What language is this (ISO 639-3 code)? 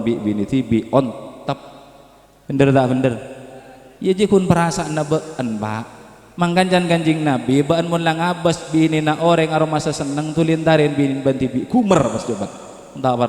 mad